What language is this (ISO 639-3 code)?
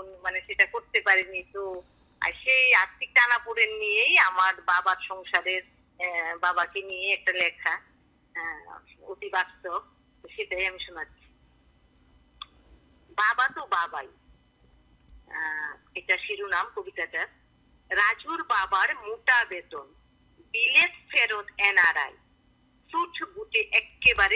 ben